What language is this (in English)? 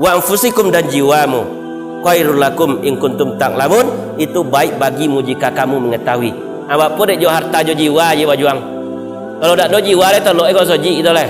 Minangkabau